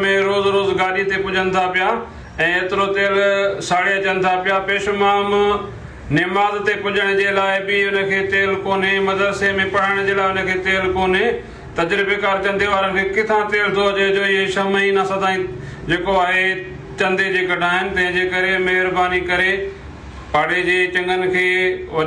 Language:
Sindhi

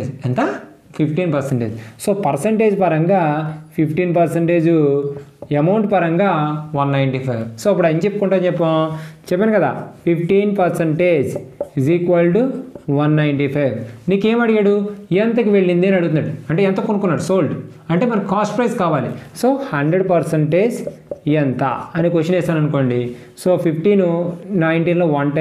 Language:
Telugu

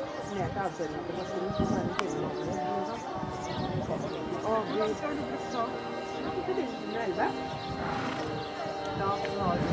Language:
Norwegian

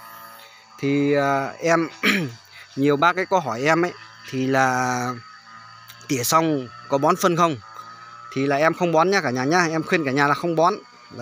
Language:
Vietnamese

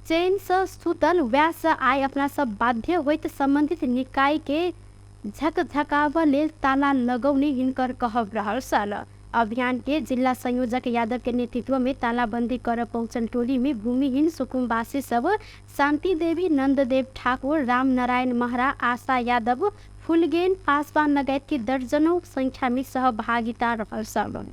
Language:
Maithili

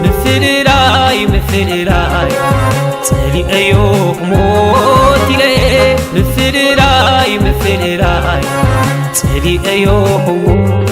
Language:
Tigrinya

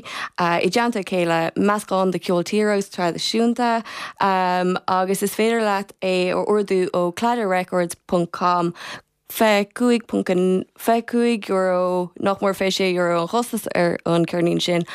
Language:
Irish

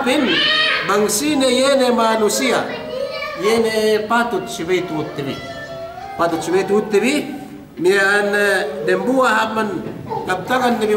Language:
Yakan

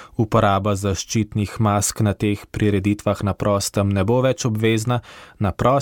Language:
Slovenian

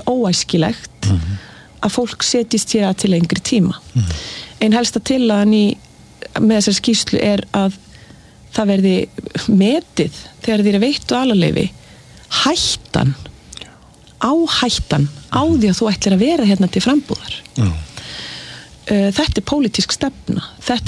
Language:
Icelandic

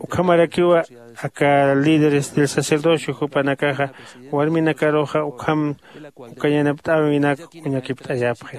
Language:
Aymara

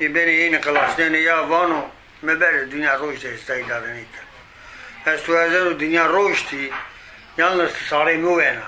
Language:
Zaza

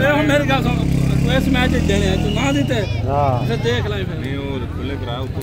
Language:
Saraiki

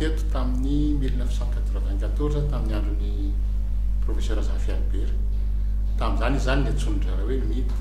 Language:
Malagasy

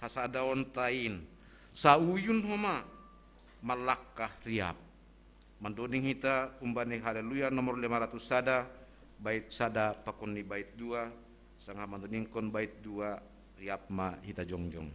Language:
Batak Simalungun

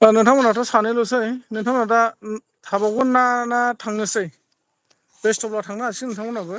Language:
Bodo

